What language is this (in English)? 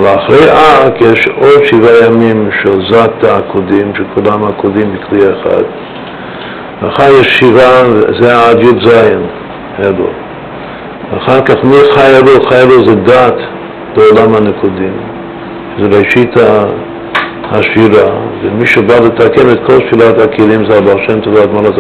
Hebrew